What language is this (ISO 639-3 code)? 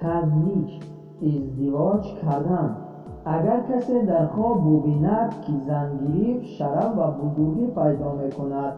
tgk